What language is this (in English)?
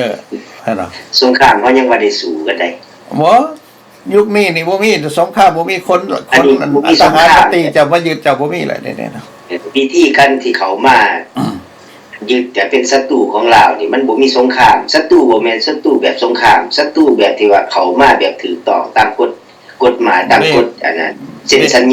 Lao